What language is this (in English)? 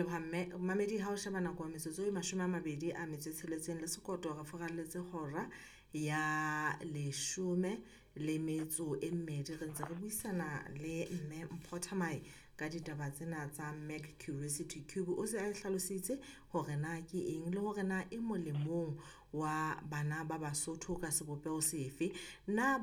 Southern Sotho